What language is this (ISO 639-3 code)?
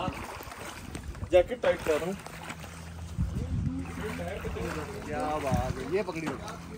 hin